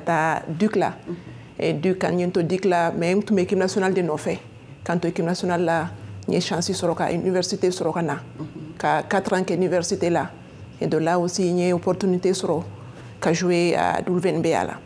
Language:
Bambara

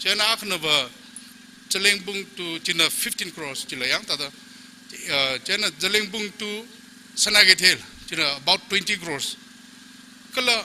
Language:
Tangkhul Naga (India)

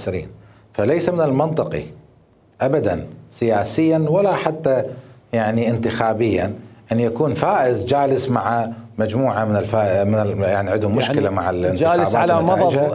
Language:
Mesopotamian Arabic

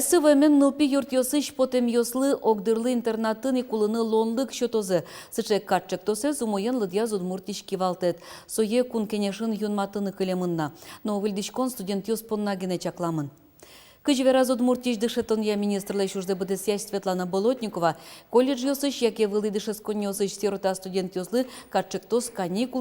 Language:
Udmurt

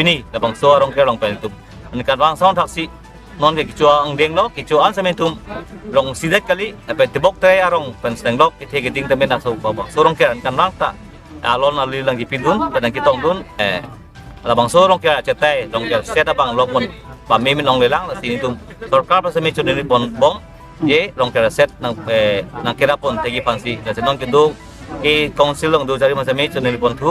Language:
Karbi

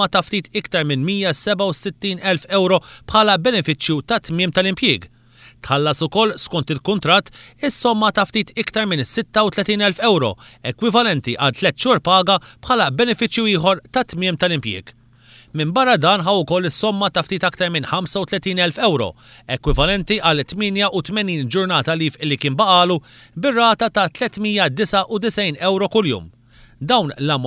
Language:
Maltese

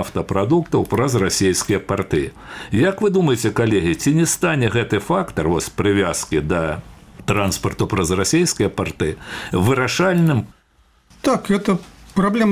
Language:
Belarusian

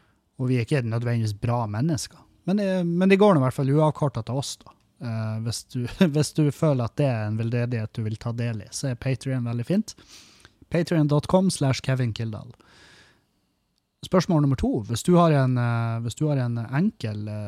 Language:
Norwegian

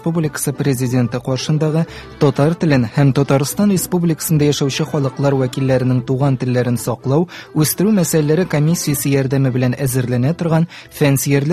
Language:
Tatar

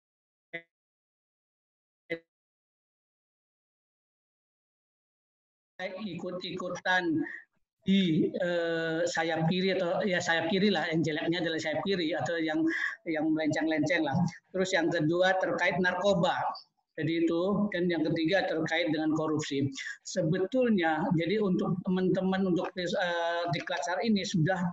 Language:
Indonesian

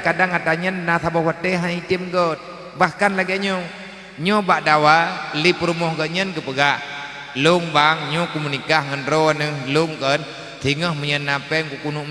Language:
Achinese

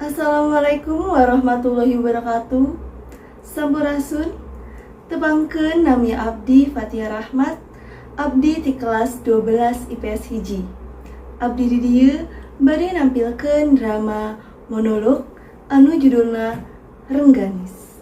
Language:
Sundanese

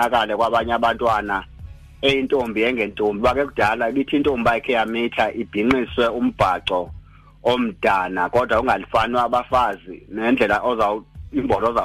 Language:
Xhosa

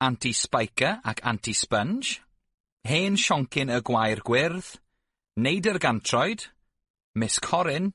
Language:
Welsh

